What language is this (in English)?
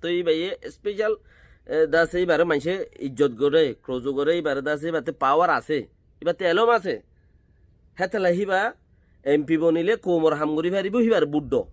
Rohingya